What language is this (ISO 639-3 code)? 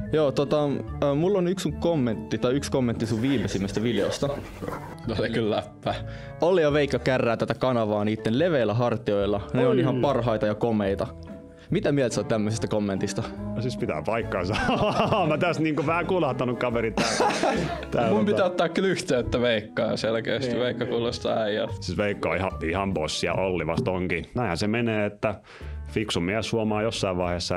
fin